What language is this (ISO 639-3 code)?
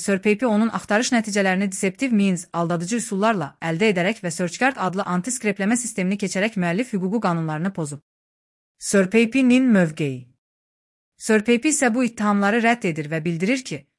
aze